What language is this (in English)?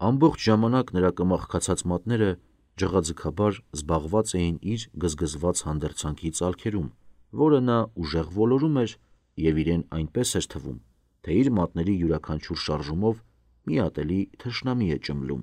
Armenian